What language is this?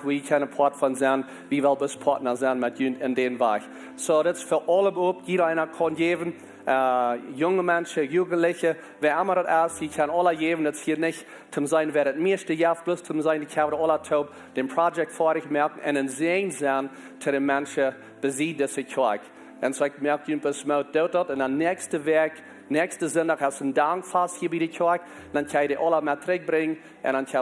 Plautdietsch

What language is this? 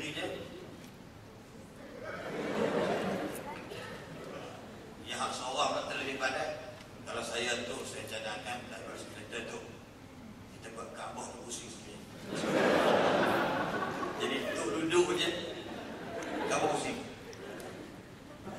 Malay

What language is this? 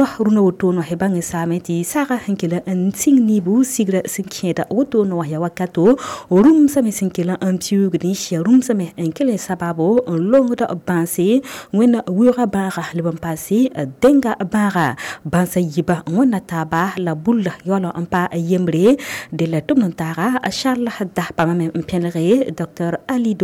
Mossi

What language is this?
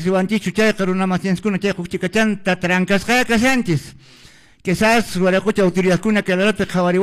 Quechua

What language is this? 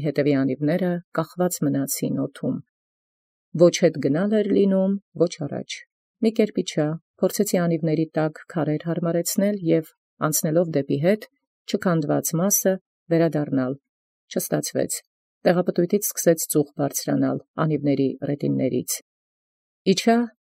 Armenian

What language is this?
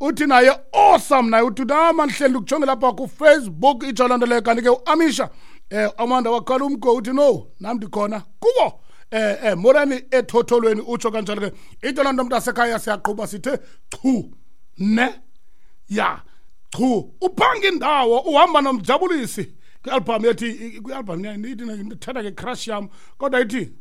Xhosa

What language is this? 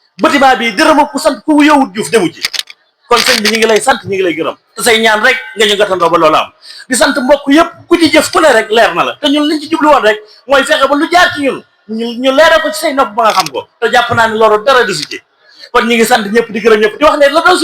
Wolof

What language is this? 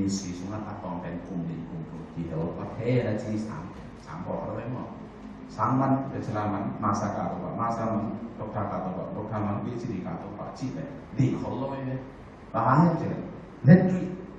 Tedim Chin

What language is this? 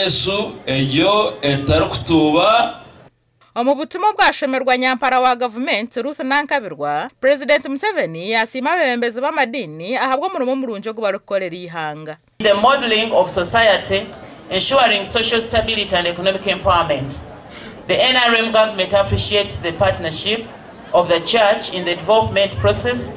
Nyankole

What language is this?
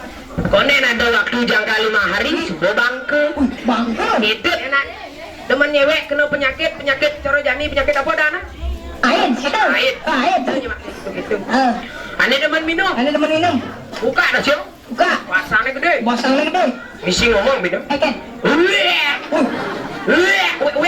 Balinese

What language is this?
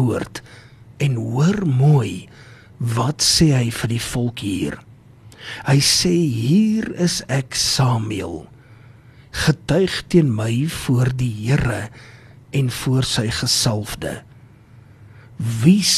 Afrikaans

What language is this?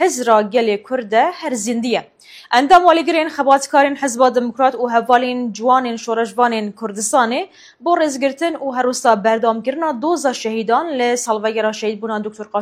Kurdish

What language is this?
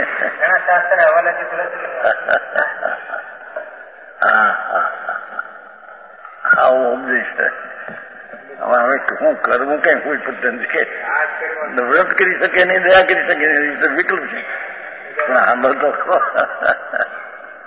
Gujarati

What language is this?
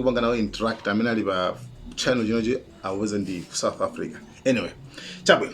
Nyanja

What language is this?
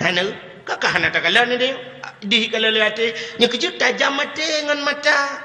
Achinese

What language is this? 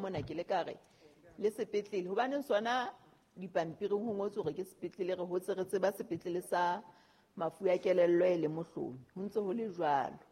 Southern Sotho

